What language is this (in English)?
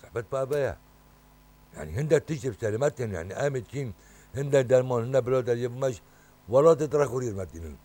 Kurdish